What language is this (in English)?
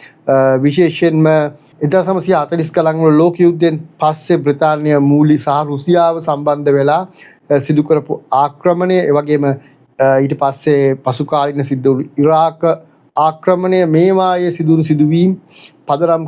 Sinhala